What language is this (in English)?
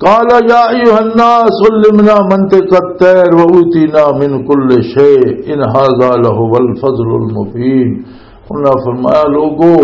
Western Panjabi